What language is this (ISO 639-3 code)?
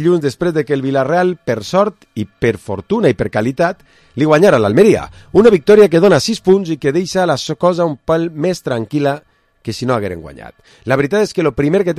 cat